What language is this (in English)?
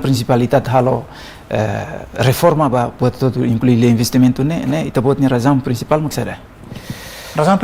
Tetum